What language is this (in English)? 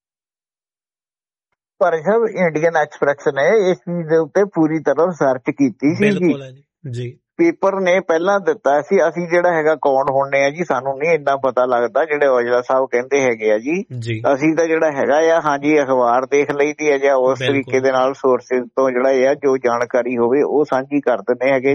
Punjabi